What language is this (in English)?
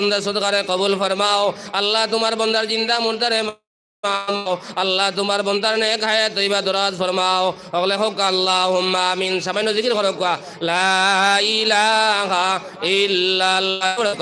Sylheti